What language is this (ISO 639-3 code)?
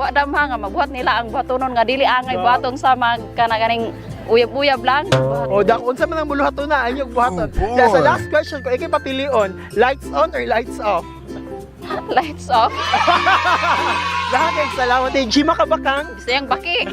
ceb